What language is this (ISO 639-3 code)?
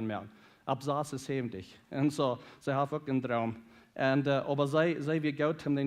pdt